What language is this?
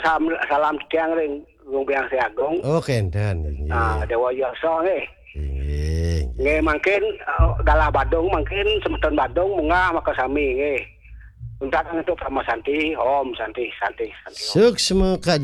Balinese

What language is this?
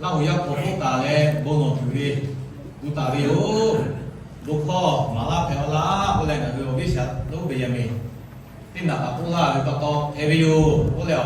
Lahu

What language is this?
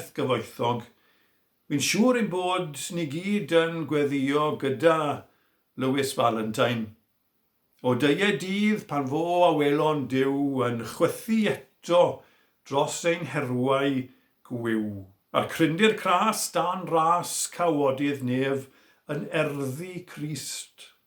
Welsh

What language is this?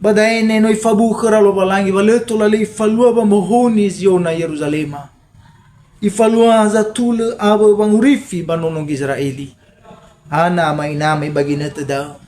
Nias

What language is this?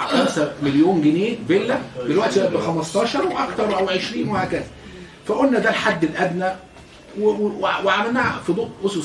Egyptian Arabic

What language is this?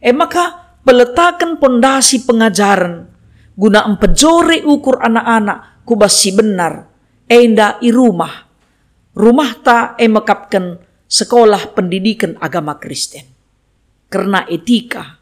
Batak Karo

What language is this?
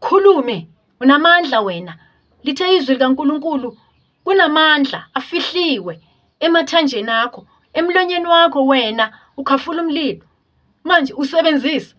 Zulu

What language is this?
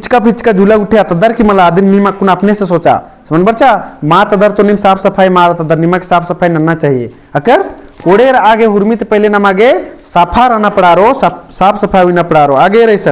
Kurukh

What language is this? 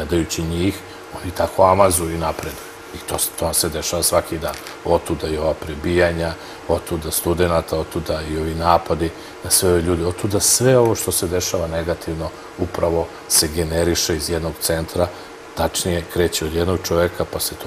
Serbian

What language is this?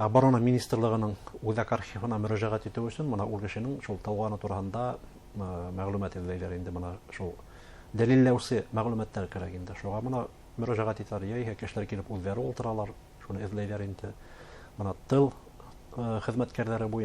Bashkir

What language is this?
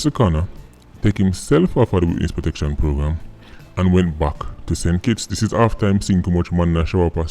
Jamaican Creole English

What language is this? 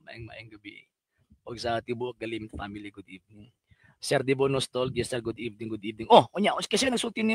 Cebuano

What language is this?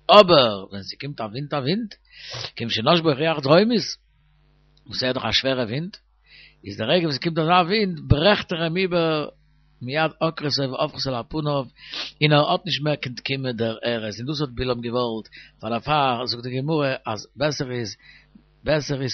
Yiddish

